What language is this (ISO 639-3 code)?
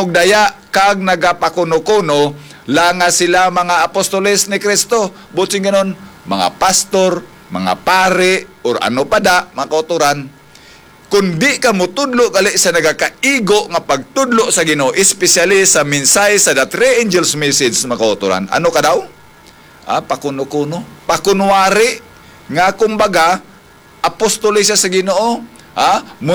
hil